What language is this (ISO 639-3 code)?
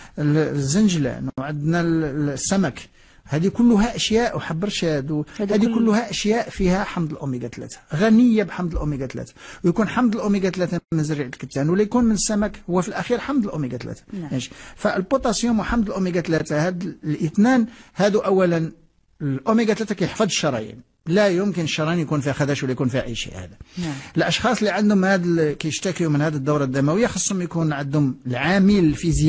ary